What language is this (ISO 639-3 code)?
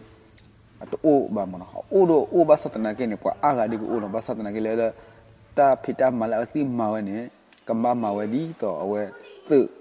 ksw